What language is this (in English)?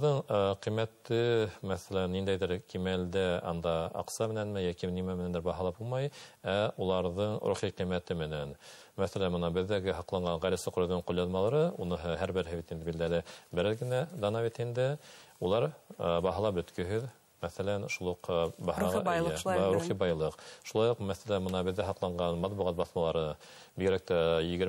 Bashkir